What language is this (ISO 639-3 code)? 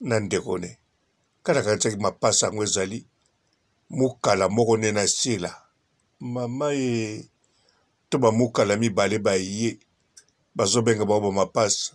lin